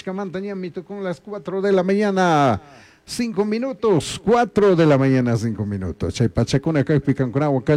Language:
Chimborazo Highland Quichua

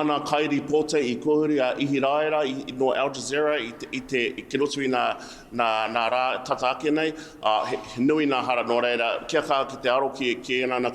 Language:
Māori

